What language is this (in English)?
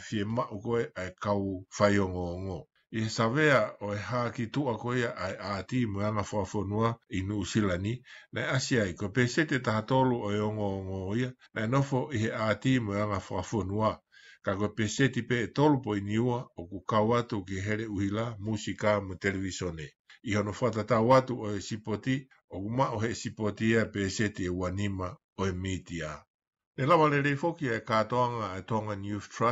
Tongan